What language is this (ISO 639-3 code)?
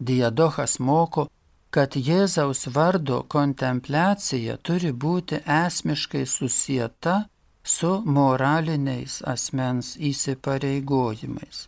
lit